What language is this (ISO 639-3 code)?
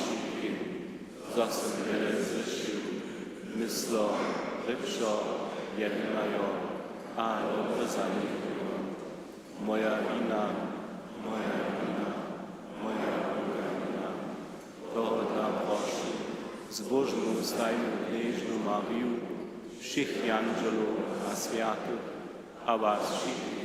hsb